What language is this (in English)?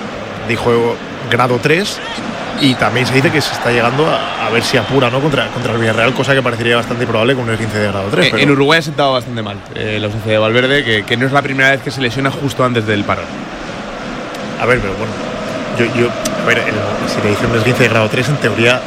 Spanish